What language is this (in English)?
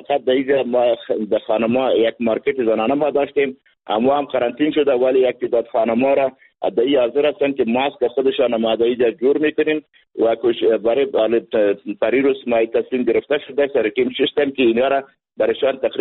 Persian